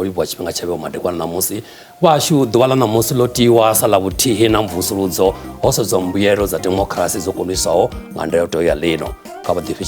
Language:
Venda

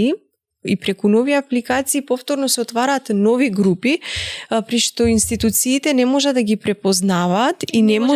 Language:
Macedonian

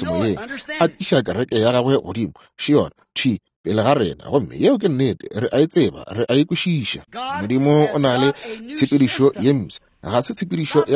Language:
Northern Sotho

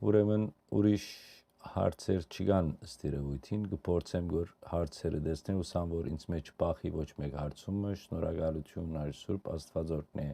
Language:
Western Armenian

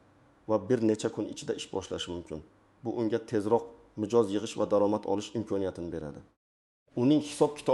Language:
Uzbek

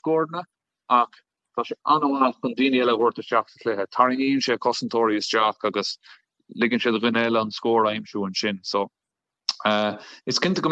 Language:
Irish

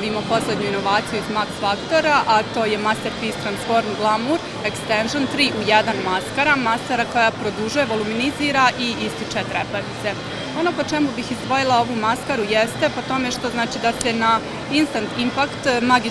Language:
Bosnian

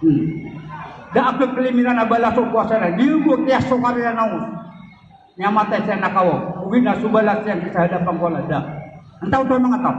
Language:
Maranao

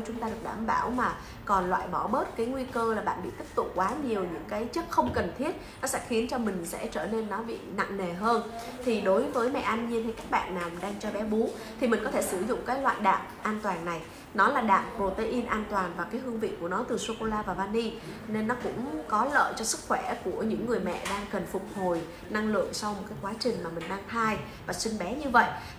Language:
Vietnamese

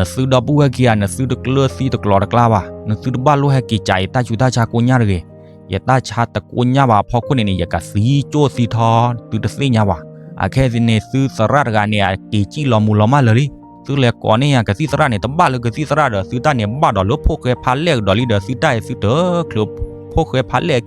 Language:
S'gaw Karen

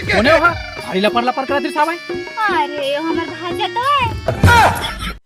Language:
Chhattisgarhi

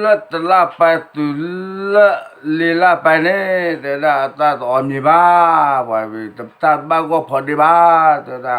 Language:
S'gaw Karen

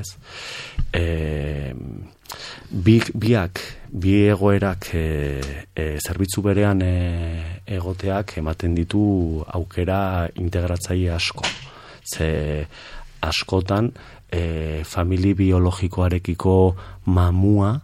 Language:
Basque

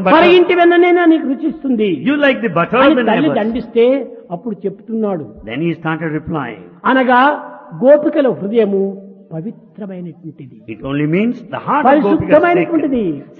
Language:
Telugu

